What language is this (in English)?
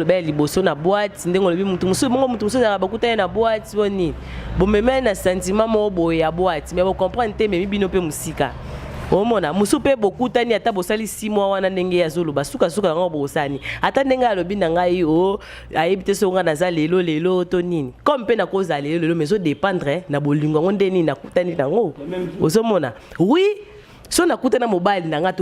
Lingala